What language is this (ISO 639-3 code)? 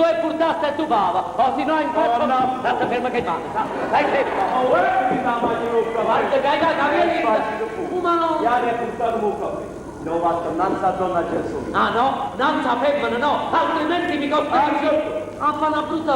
nap